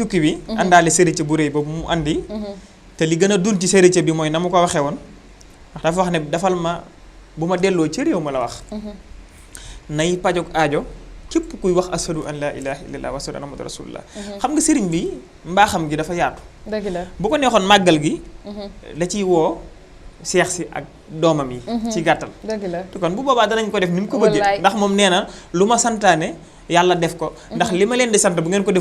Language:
Wolof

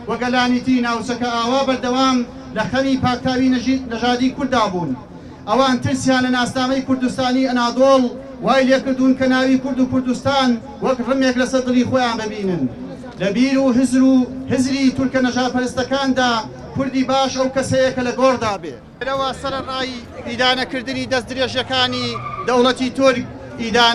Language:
Central Kurdish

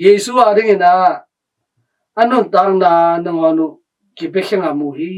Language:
Tedim Chin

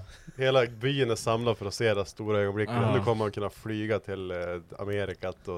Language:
Swedish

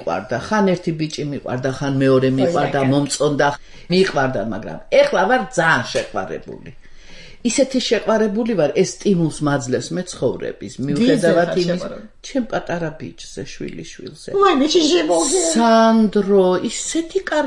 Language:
Georgian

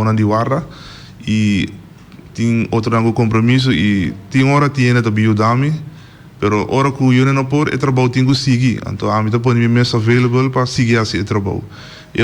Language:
Papiamento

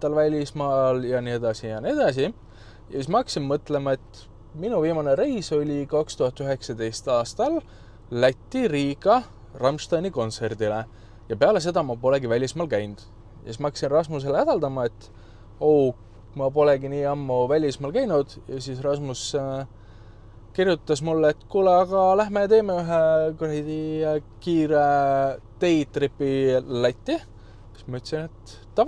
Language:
Estonian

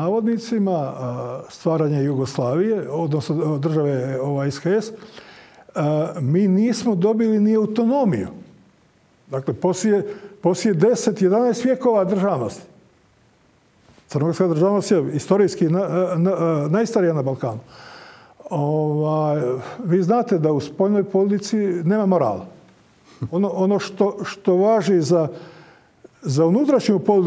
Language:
Croatian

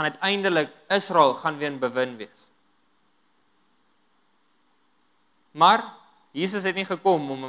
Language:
Afrikaans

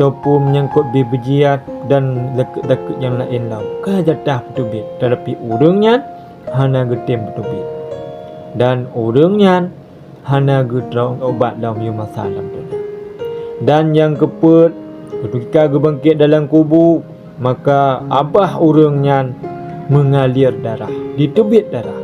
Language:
Achinese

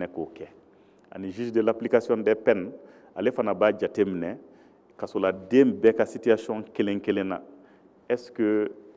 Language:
Bambara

